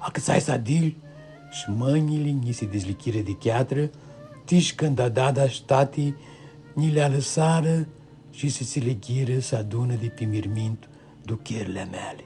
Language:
Aromanian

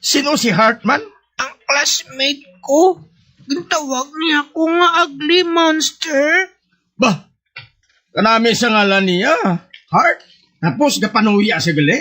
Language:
Hiligaynon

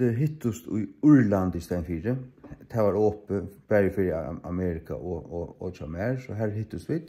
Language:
Faroese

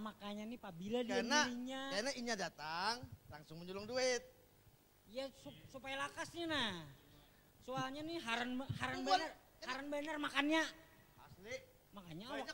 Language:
Banjar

